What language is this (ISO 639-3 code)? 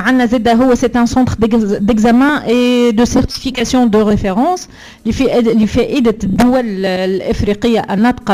aeb